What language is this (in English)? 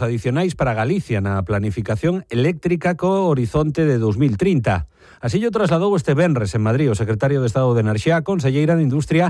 Galician